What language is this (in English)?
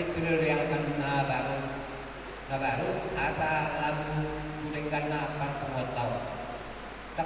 Batak Toba